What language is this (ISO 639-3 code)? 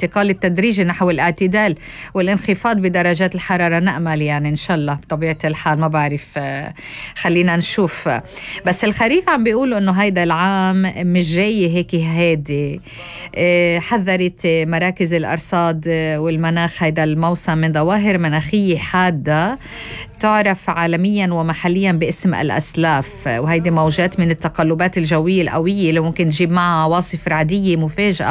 apc